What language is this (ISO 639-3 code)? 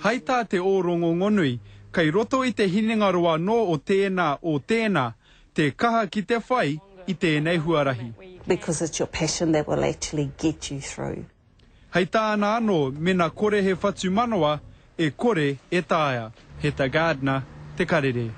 mri